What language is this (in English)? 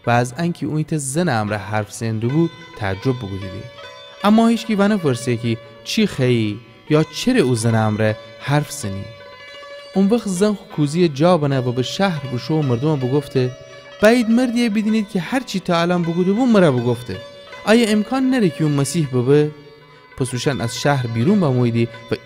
Gilaki